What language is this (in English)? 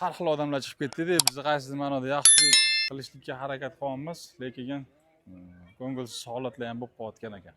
Uzbek